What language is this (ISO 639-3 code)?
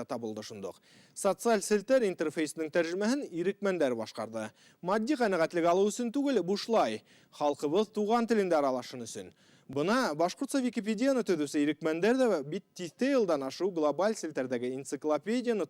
bak